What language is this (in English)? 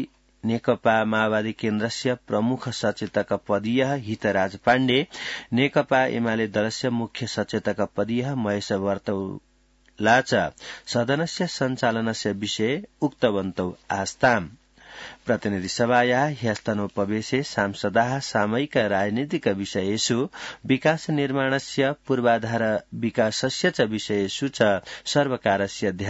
Sanskrit